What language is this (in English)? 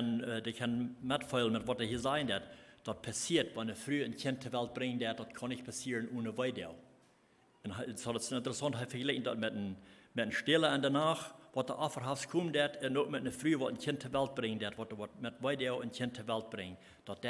Plautdietsch